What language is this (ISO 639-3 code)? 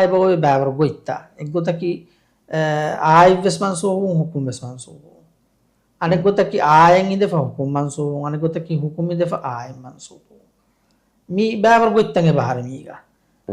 div